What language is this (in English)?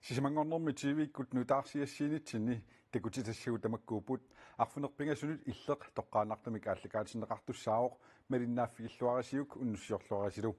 Kalaallisut